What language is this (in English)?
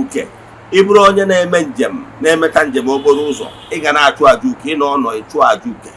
Igbo